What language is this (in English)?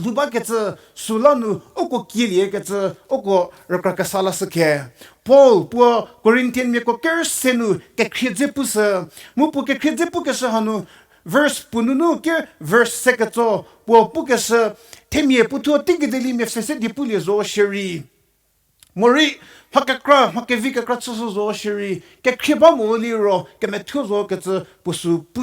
Angami Naga